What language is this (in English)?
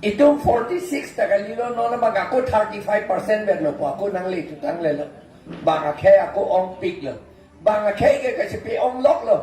Karbi